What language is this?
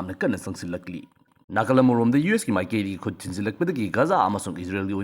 Manipuri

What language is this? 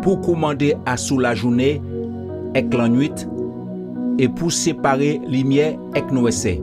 Guadeloupean Creole French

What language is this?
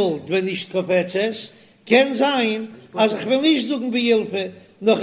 Yiddish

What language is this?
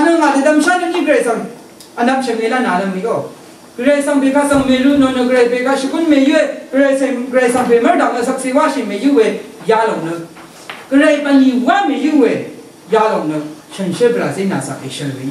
Rawang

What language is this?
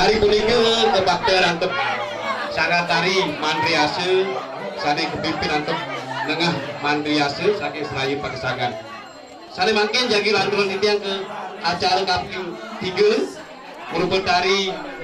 Balinese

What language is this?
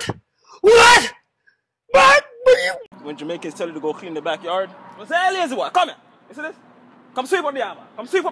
Jamaican Creole English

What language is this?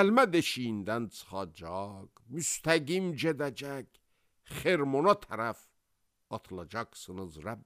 Azerbaijani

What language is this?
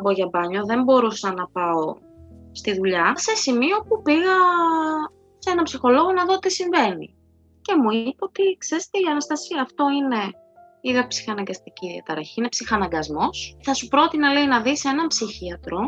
Greek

